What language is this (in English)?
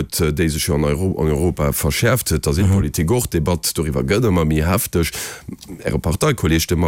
Luxembourgish